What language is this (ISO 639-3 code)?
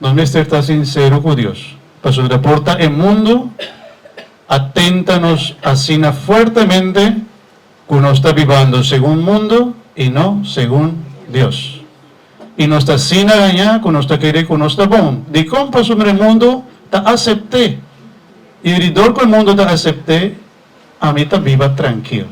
pap